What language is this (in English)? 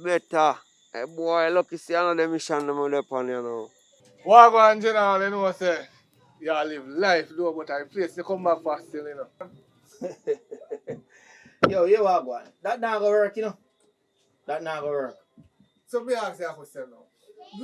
Jamaican Creole English